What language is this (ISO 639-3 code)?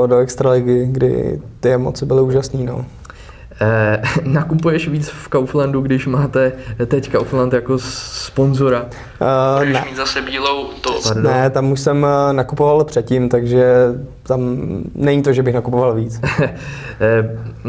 ces